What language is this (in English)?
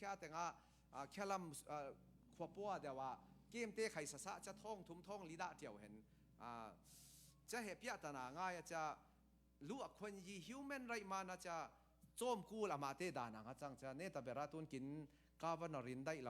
Falam Chin